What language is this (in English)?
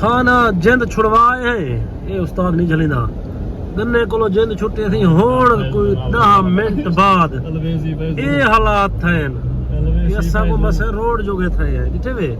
Saraiki